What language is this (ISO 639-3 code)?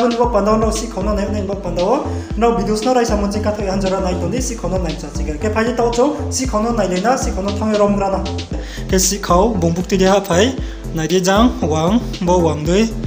ria